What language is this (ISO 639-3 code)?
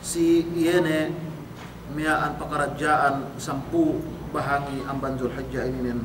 yka